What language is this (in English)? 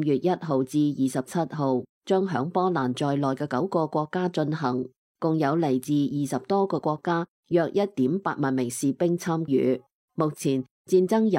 Cantonese